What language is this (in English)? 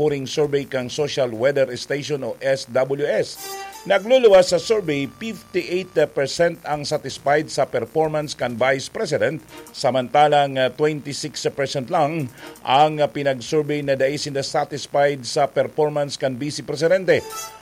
Bikol